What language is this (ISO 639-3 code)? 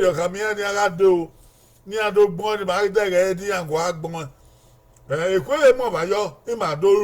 bin